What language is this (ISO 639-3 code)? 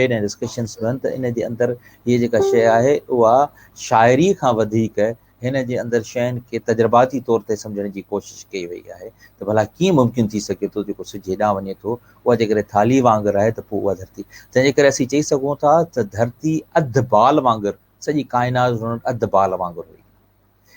snd